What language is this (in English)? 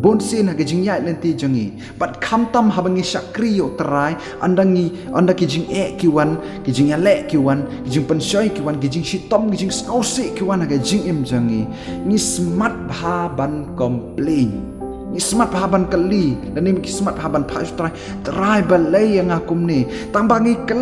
Khasi